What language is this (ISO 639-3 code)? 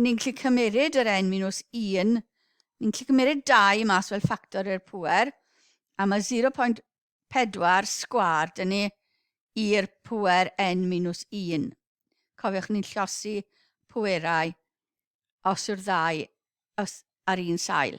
cym